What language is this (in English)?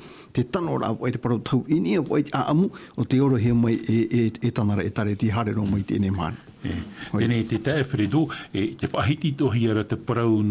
Tahitian